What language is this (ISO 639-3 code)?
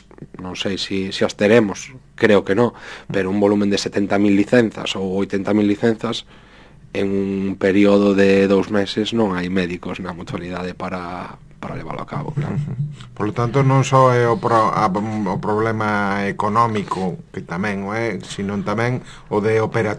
glg